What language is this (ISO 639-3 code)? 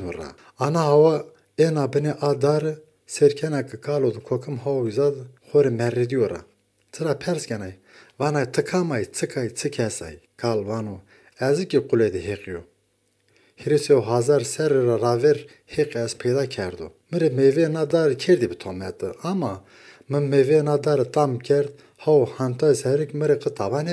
zza